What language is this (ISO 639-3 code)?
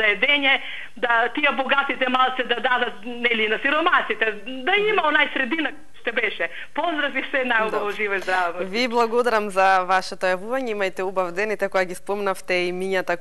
mkd